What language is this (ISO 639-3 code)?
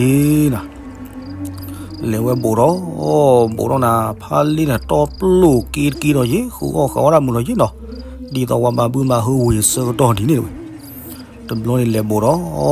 ksw